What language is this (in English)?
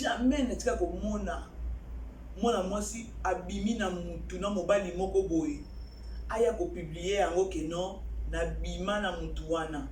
Lingala